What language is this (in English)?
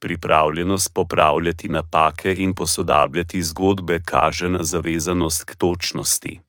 Slovenian